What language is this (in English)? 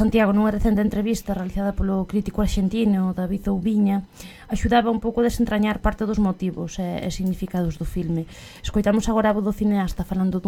Galician